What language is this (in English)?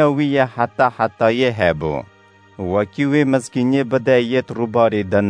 Kurdish